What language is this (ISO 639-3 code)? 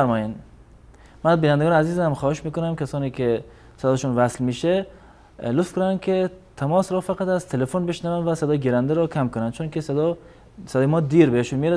fas